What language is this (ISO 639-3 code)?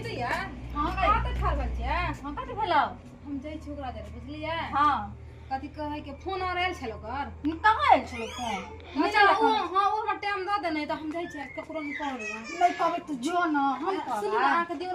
mai